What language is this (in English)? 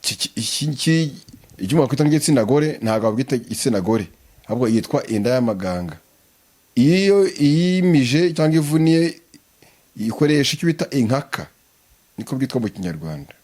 Kinyarwanda